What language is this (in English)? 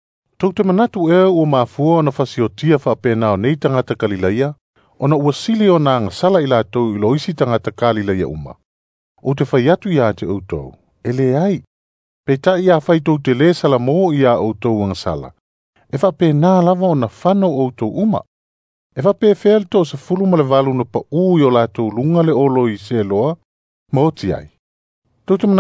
Samoan